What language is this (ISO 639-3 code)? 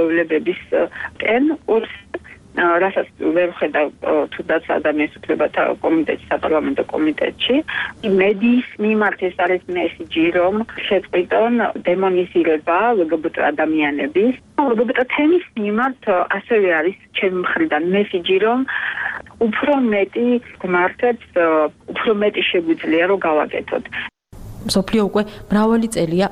kat